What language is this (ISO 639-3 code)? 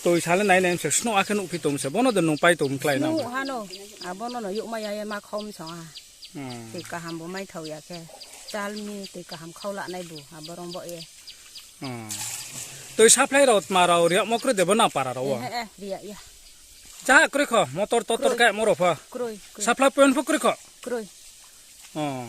ria